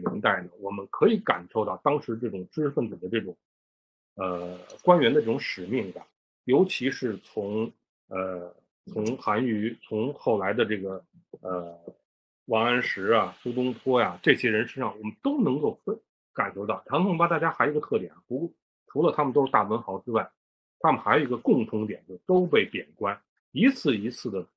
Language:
Chinese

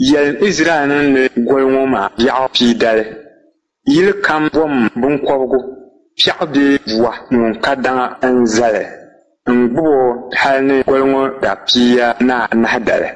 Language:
Dagbani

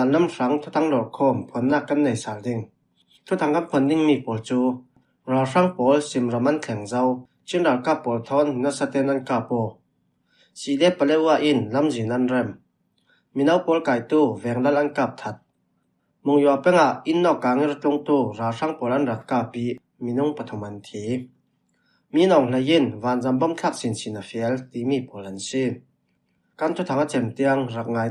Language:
Falam Chin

